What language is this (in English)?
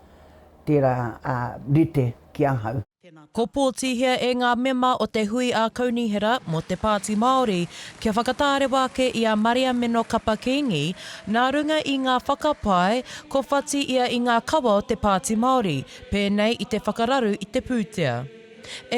Māori